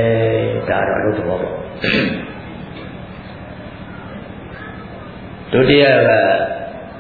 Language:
Burmese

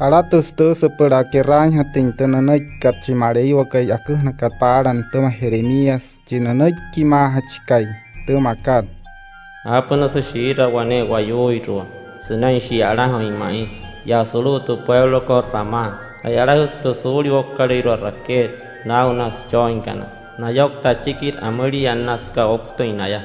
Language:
Wayuu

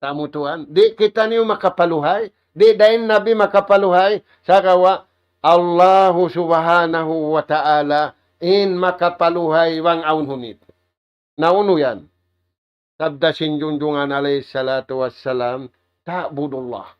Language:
Tausug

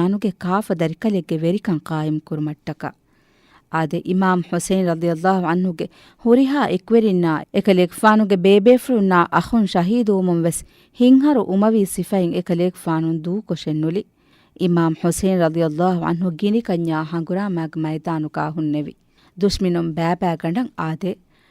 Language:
Divehi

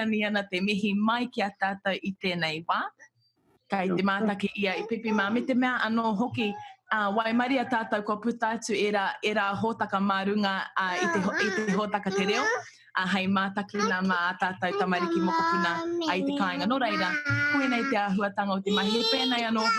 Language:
Māori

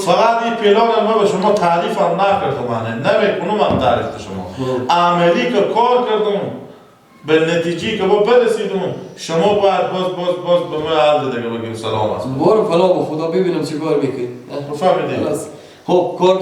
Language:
Persian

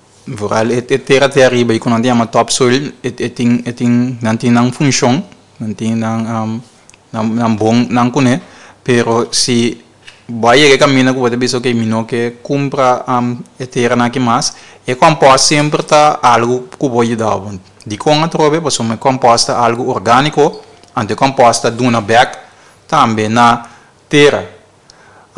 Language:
Papiamento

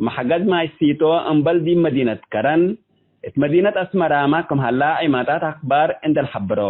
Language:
Tigre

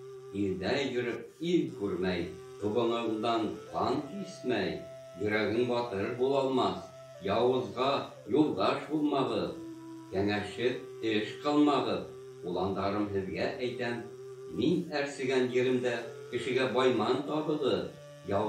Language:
Bashkir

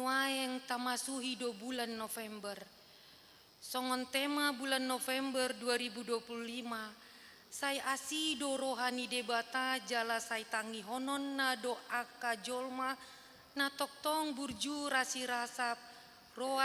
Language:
Batak Toba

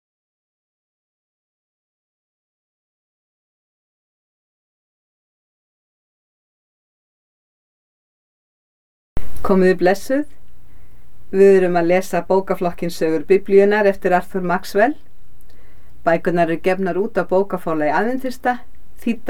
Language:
Icelandic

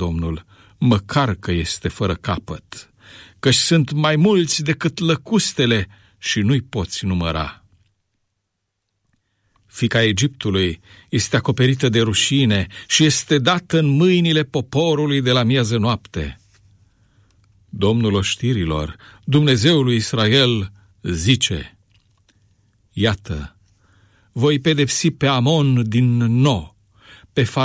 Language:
Romanian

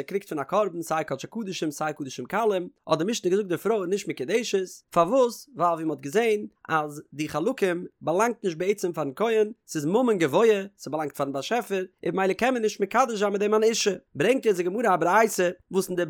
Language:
Yiddish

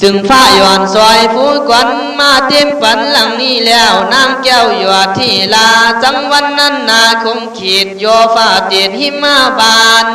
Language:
Khün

